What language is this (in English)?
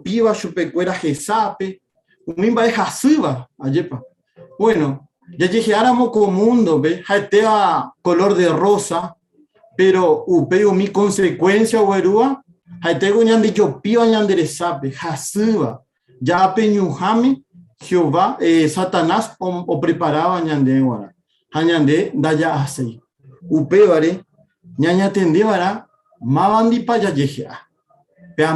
Guarani